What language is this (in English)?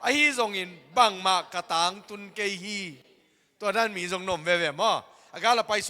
Tedim Chin